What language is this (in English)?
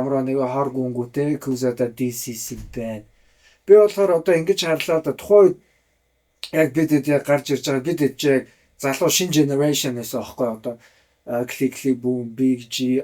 Mongolian